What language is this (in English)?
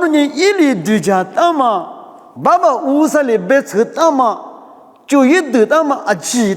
Lisu